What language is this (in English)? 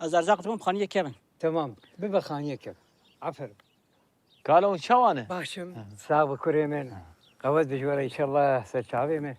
Kurdish